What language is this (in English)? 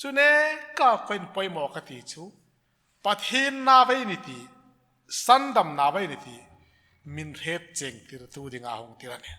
Hmar